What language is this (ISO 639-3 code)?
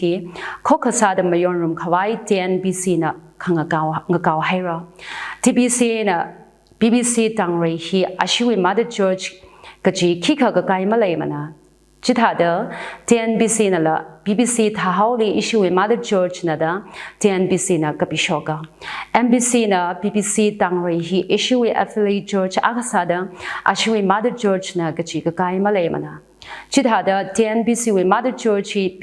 nmf